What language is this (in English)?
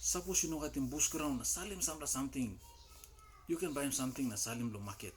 Tok Pisin